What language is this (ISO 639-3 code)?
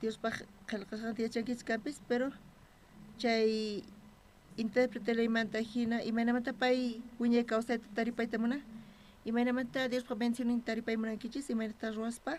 quh